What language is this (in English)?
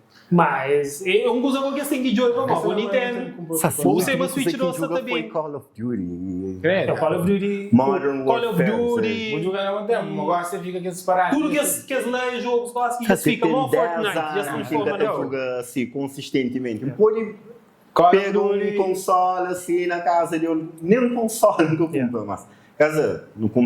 Kabuverdianu